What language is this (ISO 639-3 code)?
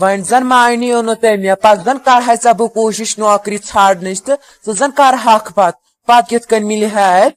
kas